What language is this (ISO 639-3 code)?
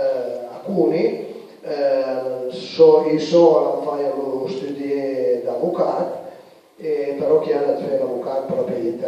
pms